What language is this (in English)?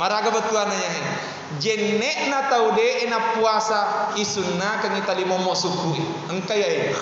Buginese